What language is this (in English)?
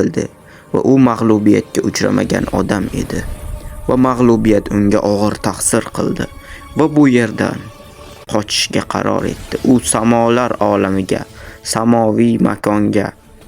Uzbek